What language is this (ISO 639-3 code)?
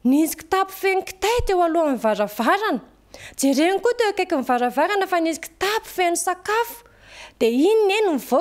mlg